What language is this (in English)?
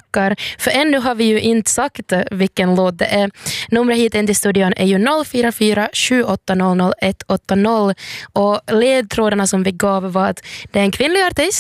Swedish